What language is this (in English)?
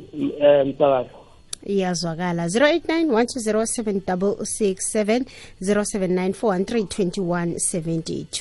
South Ndebele